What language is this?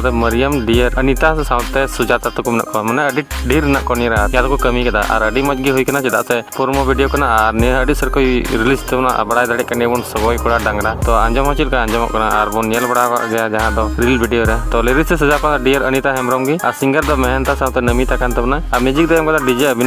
Santali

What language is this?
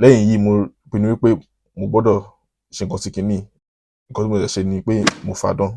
Yoruba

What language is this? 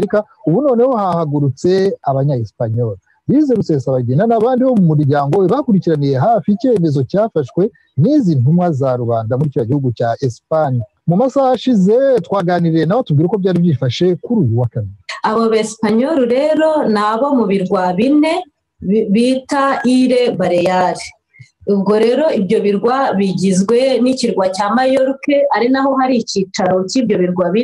Kinyarwanda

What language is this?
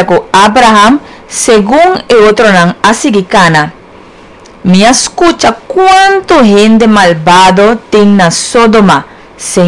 Papiamento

